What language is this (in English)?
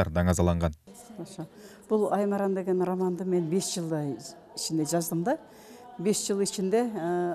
Kyrgyz